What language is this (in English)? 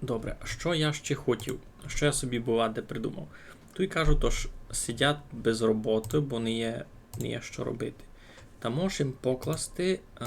Rusyn